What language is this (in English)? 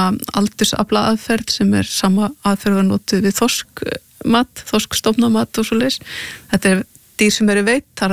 Icelandic